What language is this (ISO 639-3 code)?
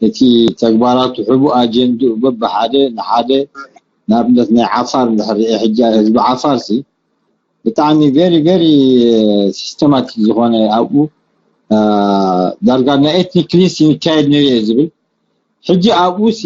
tir